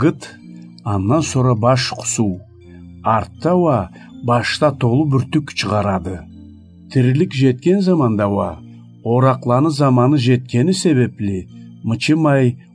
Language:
Karachay-Balkar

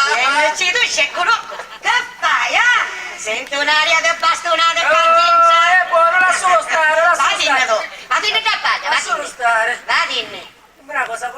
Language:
Sicilian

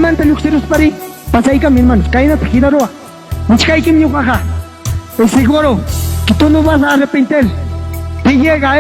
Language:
Ayacucho Quechua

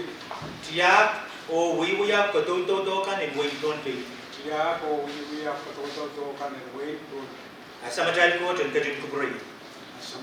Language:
Pohnpeian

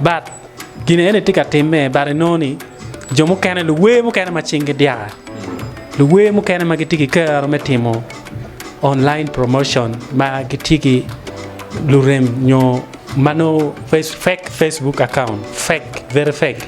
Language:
Acoli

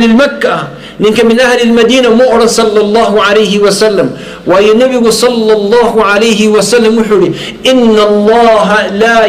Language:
Somali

